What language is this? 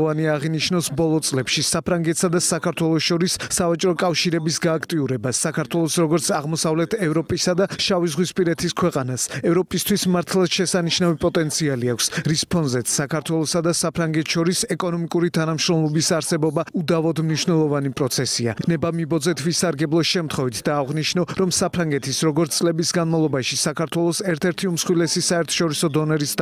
Georgian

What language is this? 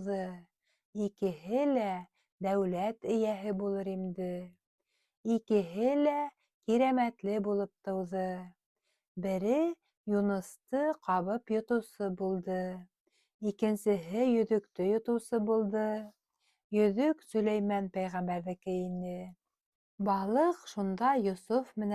Bashkir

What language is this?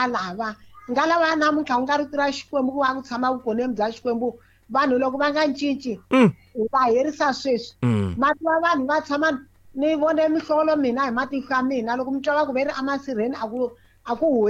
Tsonga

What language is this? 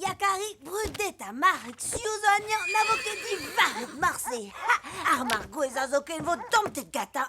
Breton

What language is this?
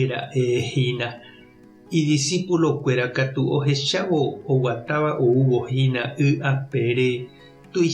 Guarani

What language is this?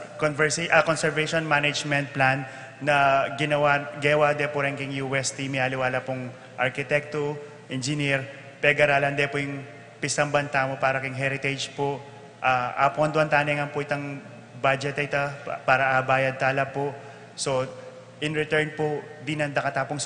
Pampanga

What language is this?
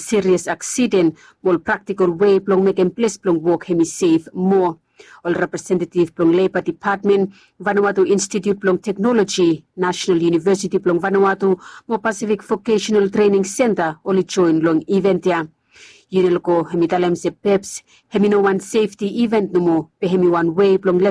Bislama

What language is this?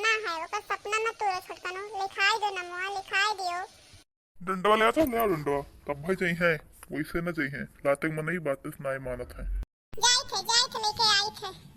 Awadhi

